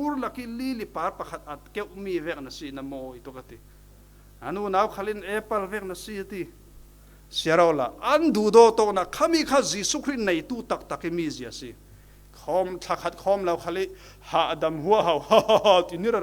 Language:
Falam Chin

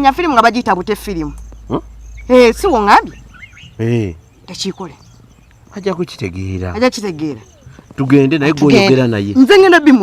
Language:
Ganda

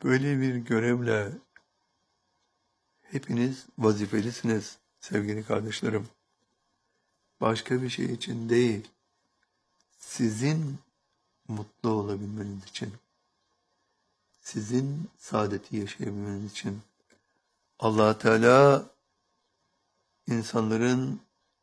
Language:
Turkish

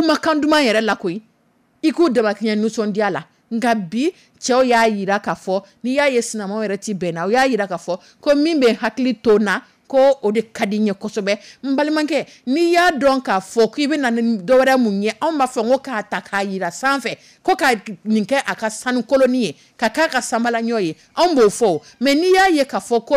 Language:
Dyula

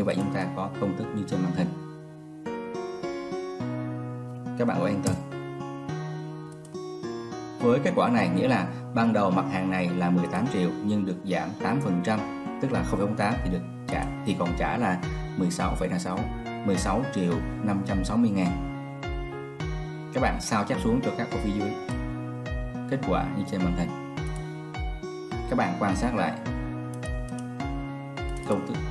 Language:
Vietnamese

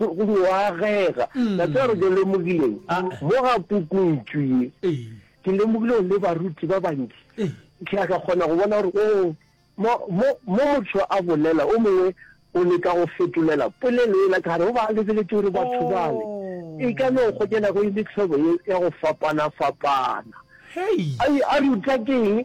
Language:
Northern Sotho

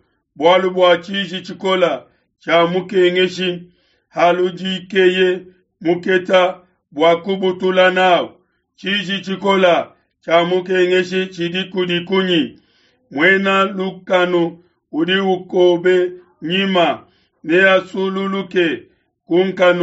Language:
Luba-Lulua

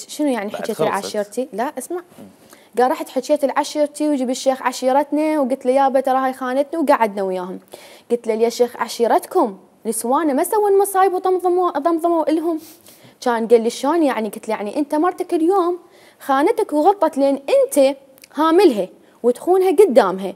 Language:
Mesopotamian Arabic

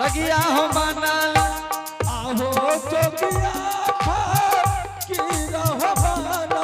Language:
Angika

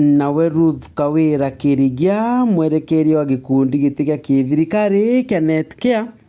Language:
Meru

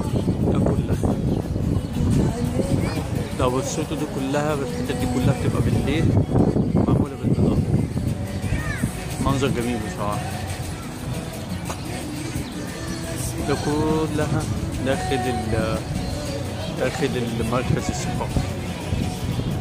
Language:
Egyptian Arabic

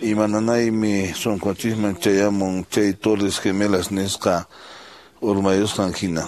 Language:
Quechua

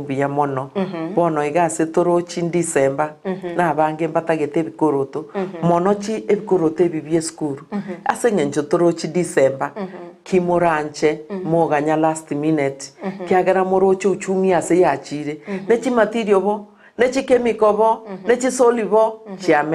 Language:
Gusii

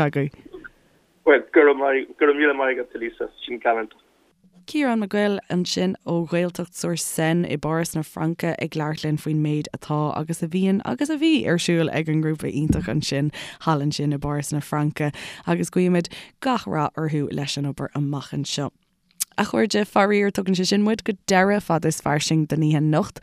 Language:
Irish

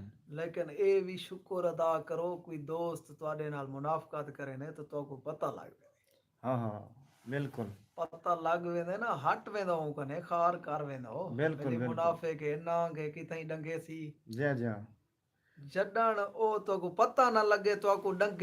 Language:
Saraiki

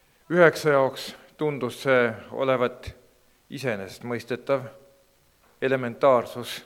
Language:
Estonian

